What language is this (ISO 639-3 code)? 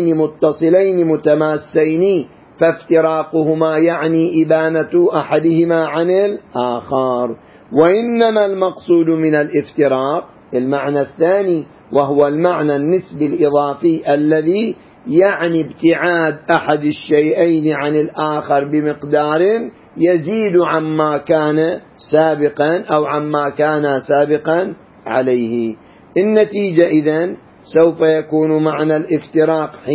ara